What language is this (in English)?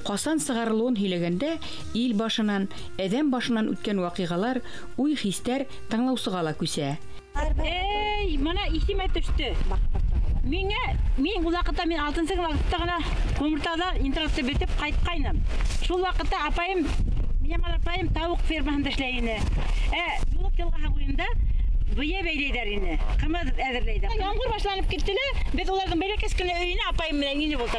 Bashkir